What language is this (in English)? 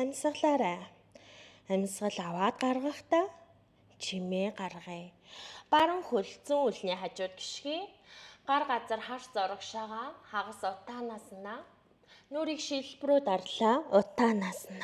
Mongolian